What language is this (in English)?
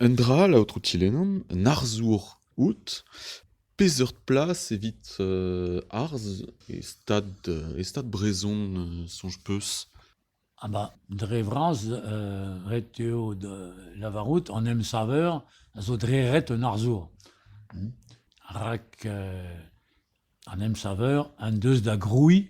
Breton